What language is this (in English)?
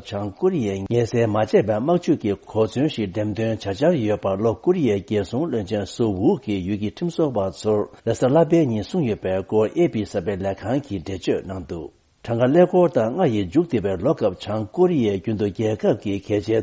Tibetan